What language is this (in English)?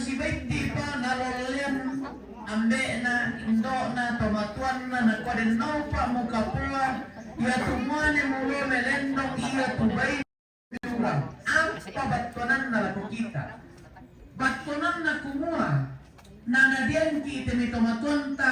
Toraja-Sa'dan